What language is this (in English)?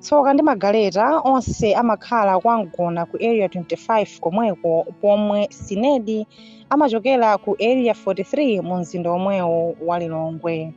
Nyanja